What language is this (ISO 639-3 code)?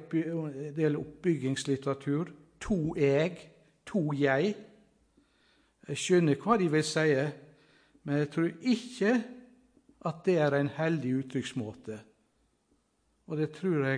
nor